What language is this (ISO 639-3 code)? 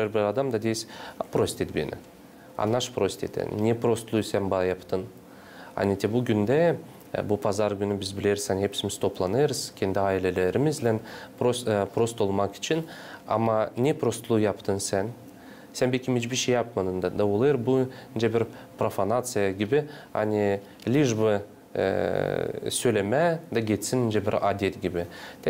gag